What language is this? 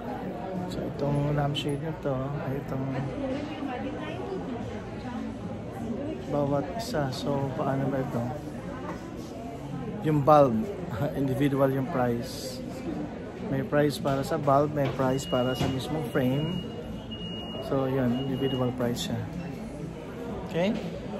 Filipino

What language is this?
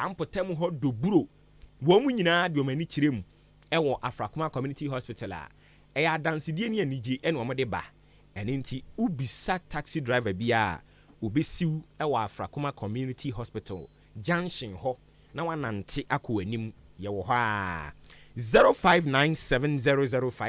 Akan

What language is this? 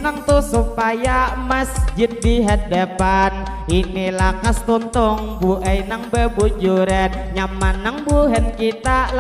Banjar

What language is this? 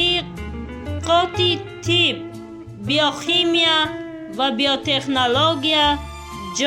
Tajik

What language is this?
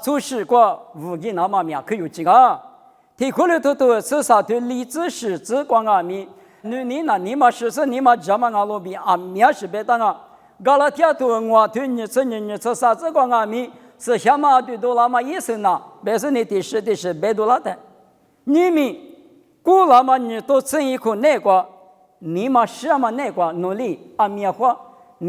Lisu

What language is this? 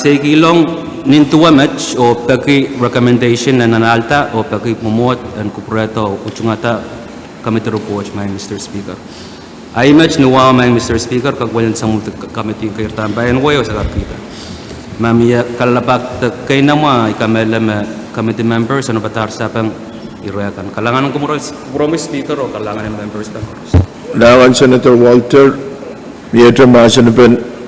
Pohnpeian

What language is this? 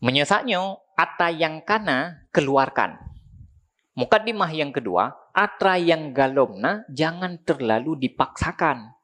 Achinese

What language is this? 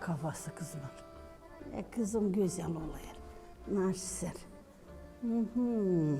Gagauz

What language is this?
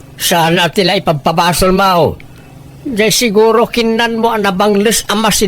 Iloko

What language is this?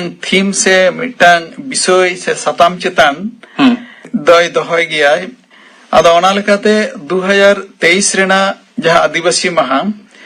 Santali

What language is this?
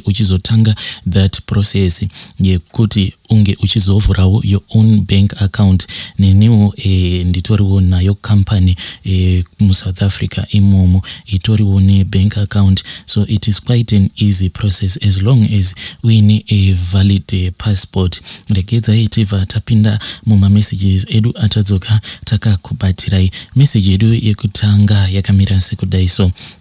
Shona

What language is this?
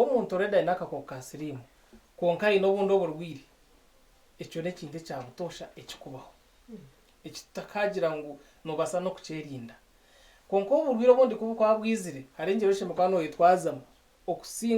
Nyankole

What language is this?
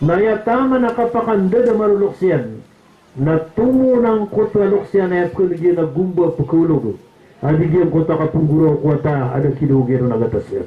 Maranao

